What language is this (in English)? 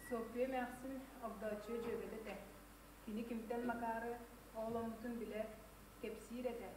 Yakut